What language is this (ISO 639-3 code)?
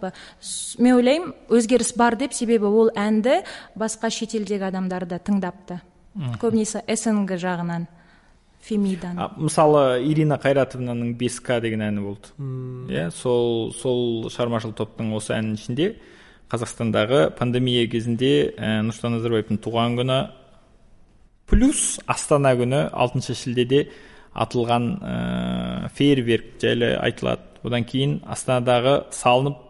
kaz